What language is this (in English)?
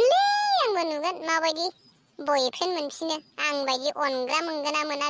Bodo